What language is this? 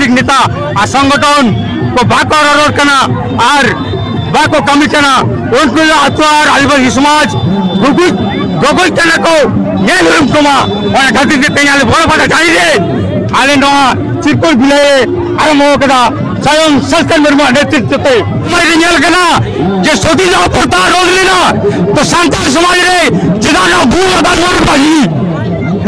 Santali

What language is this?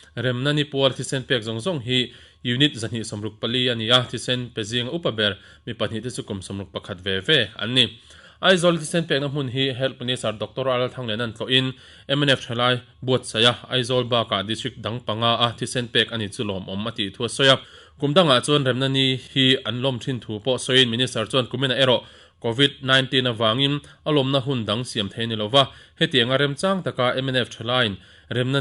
Mizo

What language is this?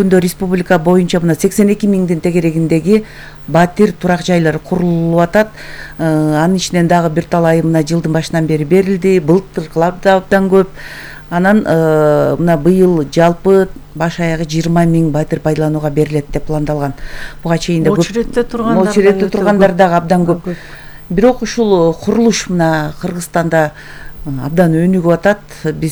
Kyrgyz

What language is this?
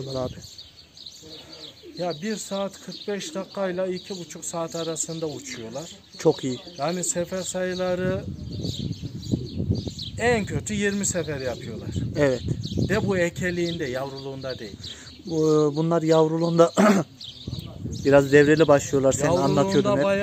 Turkish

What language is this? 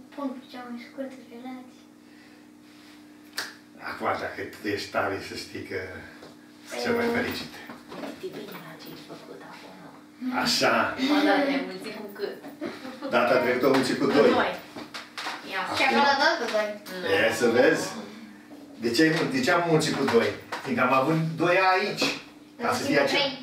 Romanian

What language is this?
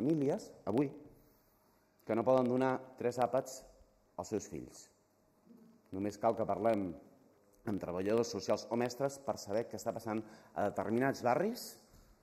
Catalan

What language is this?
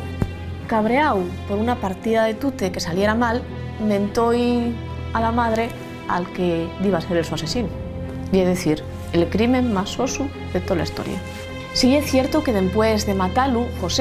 Asturian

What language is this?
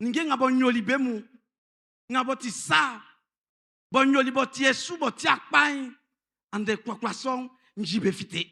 Baoulé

